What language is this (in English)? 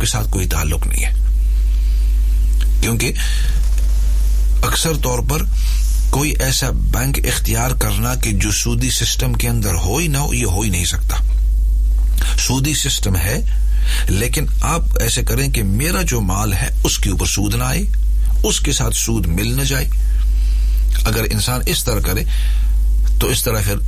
Urdu